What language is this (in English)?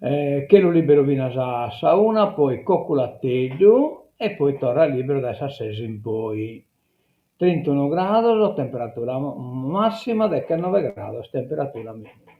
Sardinian